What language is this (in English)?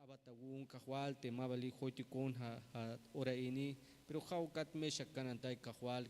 Tzeltal